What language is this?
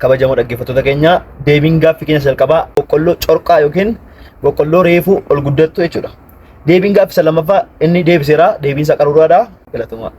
Oromo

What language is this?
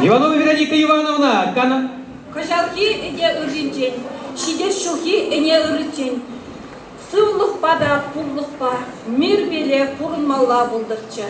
Chuvash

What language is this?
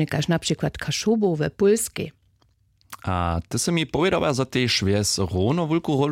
Upper Sorbian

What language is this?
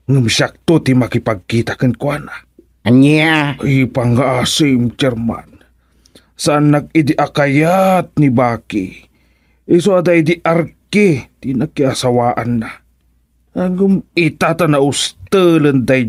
Iloko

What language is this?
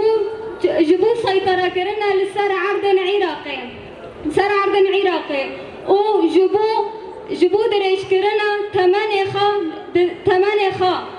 Kurdish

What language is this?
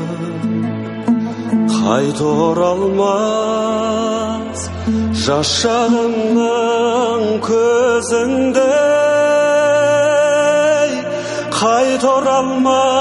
Kazakh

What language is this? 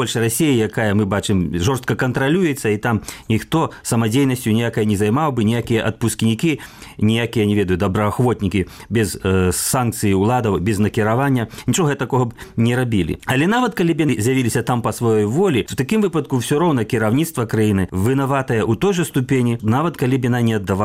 Belarusian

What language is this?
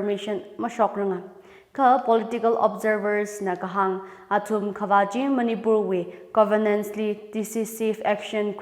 Tangkhul Naga (India)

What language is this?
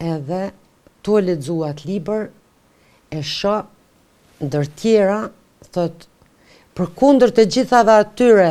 Albanian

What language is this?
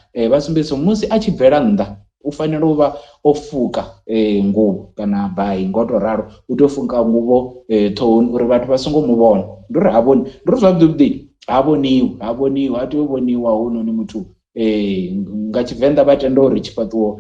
Venda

